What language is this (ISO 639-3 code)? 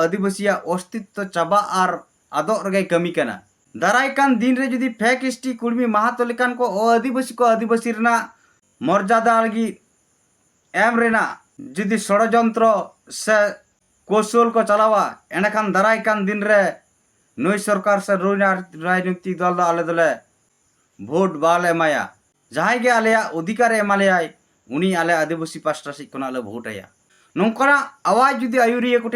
sat